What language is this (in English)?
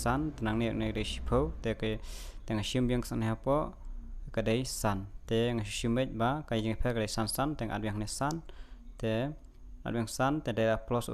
Khasi